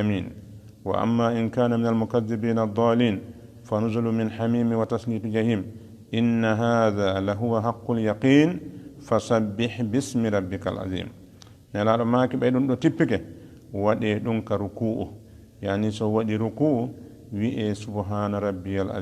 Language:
Fula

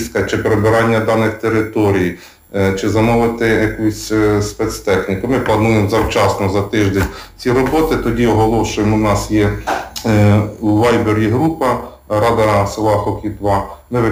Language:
Ukrainian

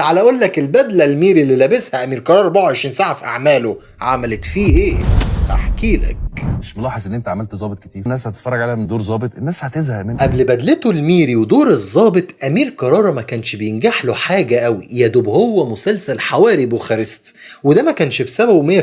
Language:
Egyptian Arabic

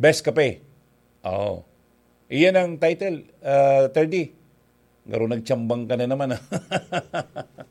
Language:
Bikol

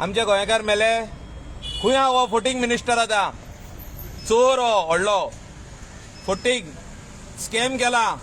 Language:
Konkani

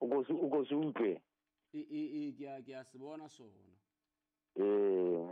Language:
Southern Sotho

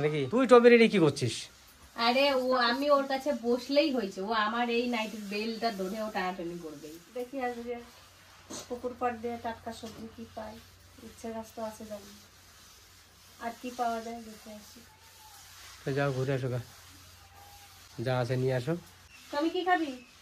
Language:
Bangla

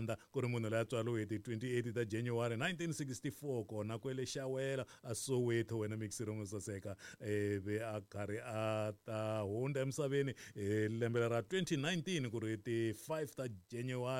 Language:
Tsonga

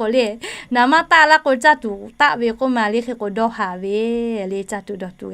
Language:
Lahu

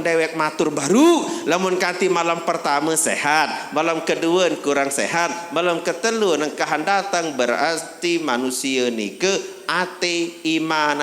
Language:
Sasak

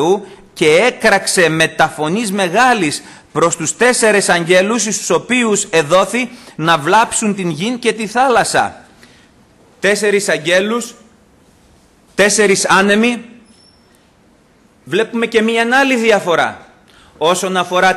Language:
Greek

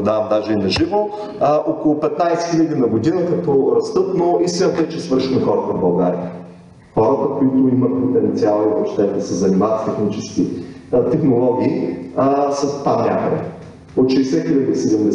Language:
Bulgarian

